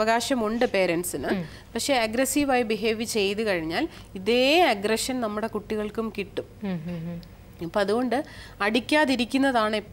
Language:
Malayalam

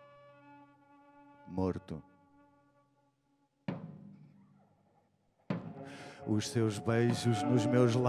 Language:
Portuguese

